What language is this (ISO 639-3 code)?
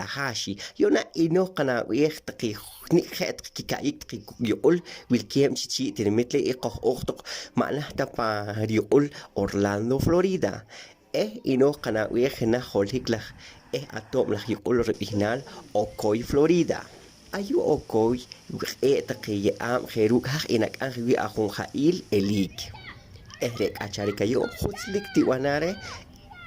poh